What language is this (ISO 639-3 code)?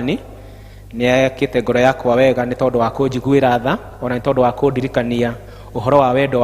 kik